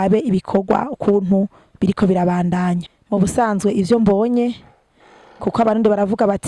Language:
Rundi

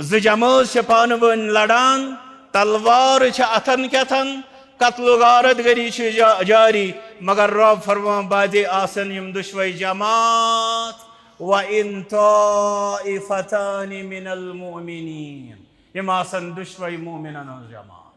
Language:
Kashmiri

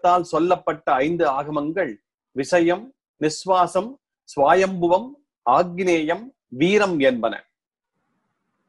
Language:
Tamil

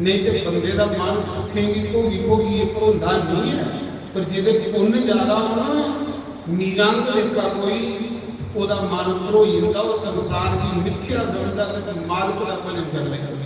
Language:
Dogri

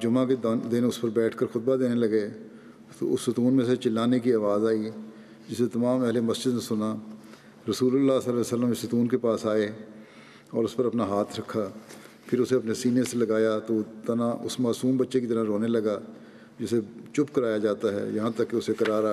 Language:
Urdu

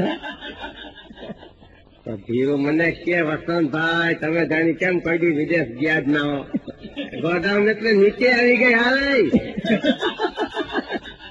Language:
Gujarati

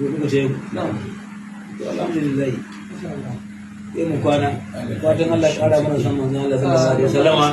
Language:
Hausa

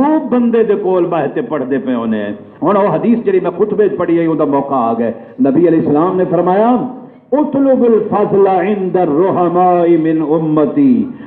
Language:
Saraiki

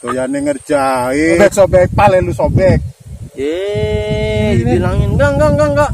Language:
Betawi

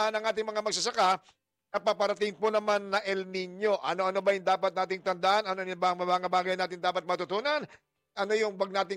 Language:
Filipino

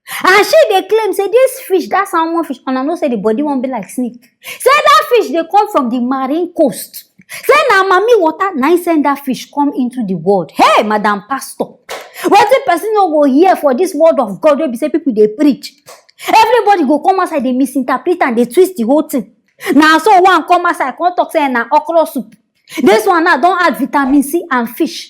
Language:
Nigerian Pidgin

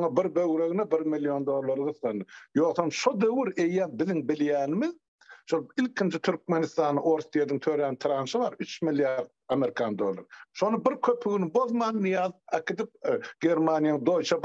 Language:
Turkmen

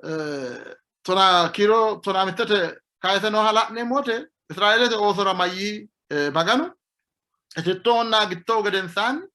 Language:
Sidamo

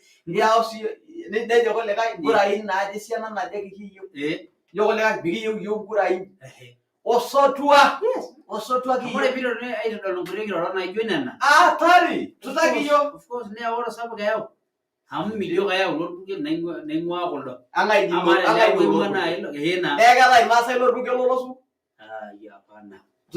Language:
Masai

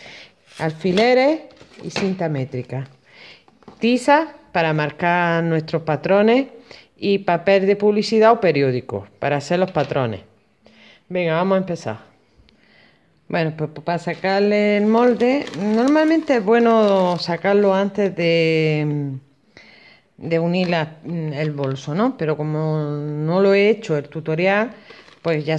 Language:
Spanish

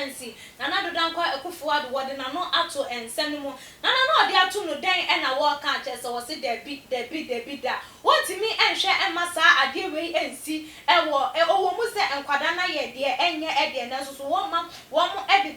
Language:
Akan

